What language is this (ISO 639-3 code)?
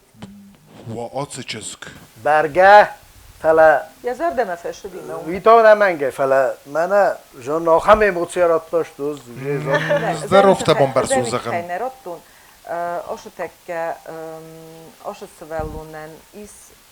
oss